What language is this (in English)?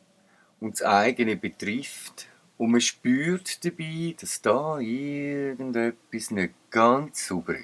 Swiss German